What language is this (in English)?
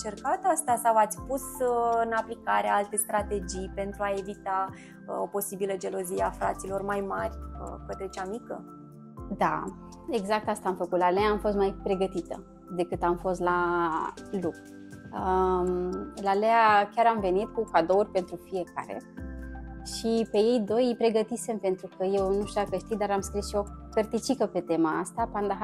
Romanian